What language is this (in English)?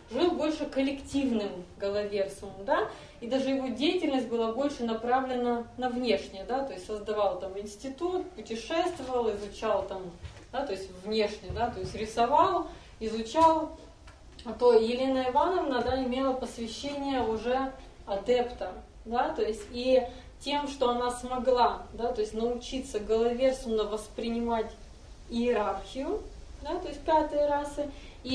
Russian